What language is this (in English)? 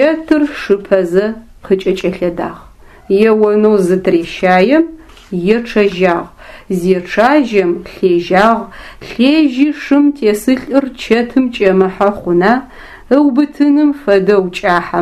Adyghe